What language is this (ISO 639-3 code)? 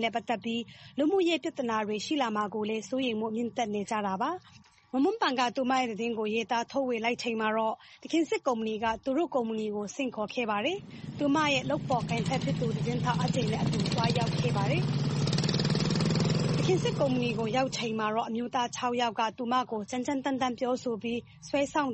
mya